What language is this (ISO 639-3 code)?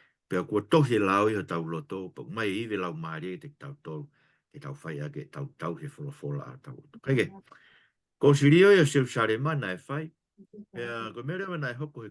ton